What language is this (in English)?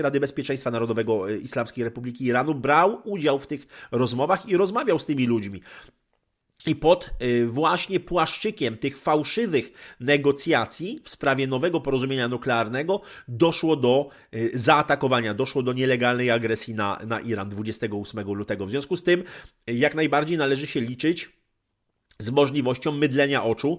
Polish